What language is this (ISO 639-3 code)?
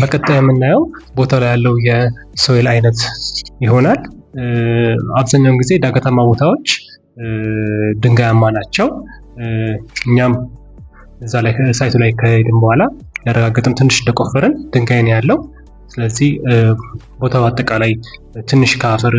amh